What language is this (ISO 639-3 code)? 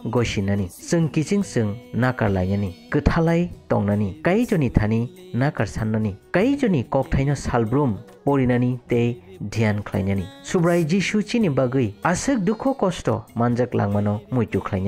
trp